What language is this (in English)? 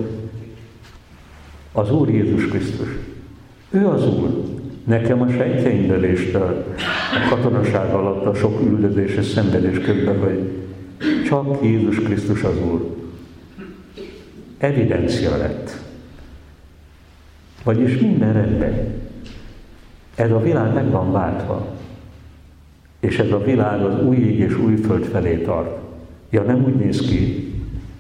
Hungarian